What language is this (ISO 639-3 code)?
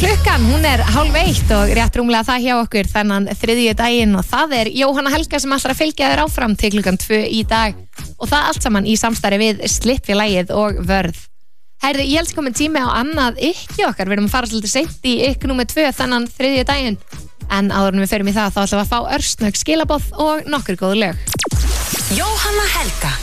isl